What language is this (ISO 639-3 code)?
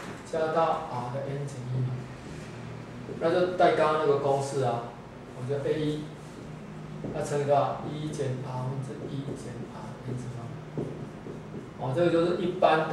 zho